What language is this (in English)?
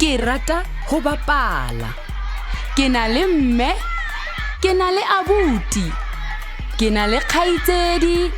Southern Sotho